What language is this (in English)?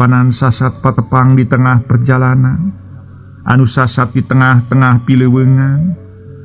Sundanese